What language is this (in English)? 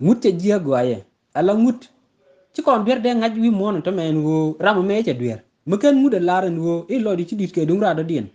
Nuer